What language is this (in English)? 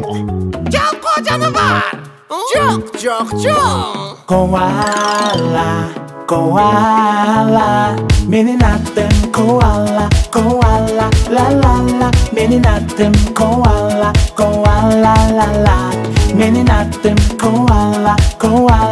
Kyrgyz